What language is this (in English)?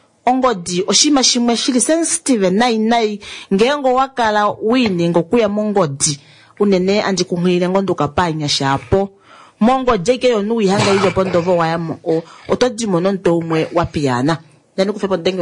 Kuanyama